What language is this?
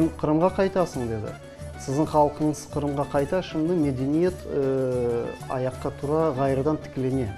Crimean Tatar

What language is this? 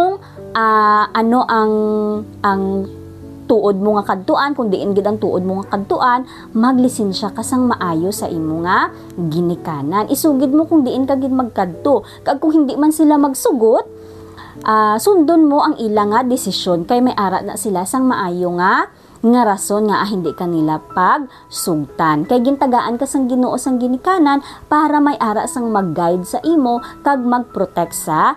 Hiligaynon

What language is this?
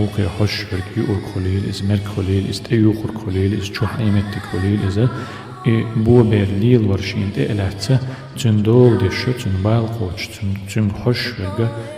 Chechen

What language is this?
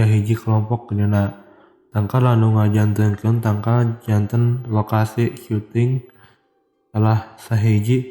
Sundanese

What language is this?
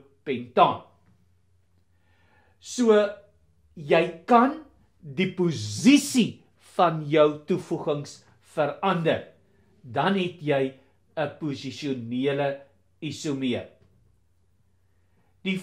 Afrikaans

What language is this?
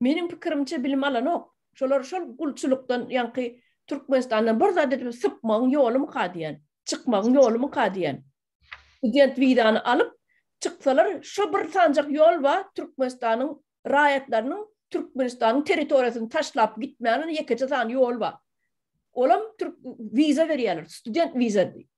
Turkmen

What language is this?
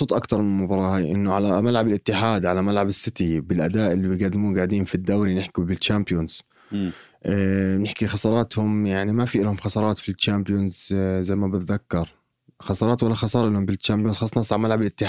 North Levantine Arabic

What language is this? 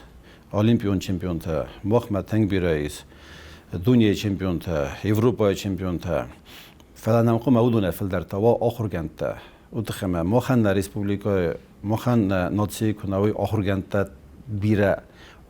Ossetic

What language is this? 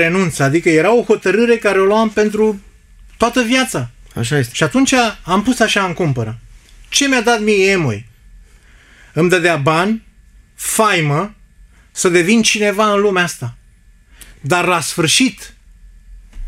Romanian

